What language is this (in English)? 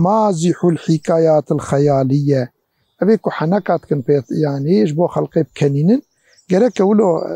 Kurdish